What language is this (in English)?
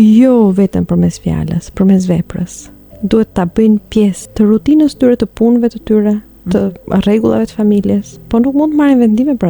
Albanian